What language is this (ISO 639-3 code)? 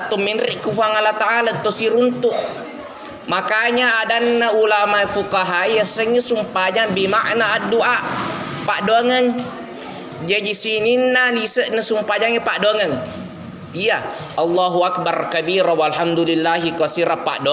bug